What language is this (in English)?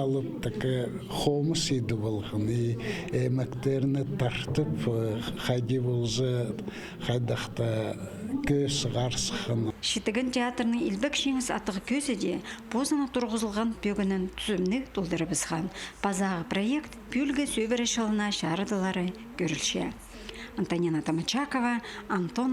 Khakas